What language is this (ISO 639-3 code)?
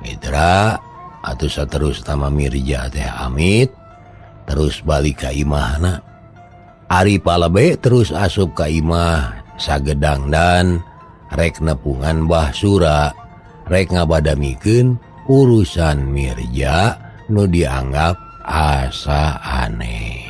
sun